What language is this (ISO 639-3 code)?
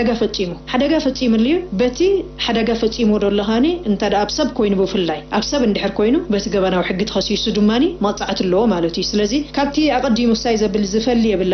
tir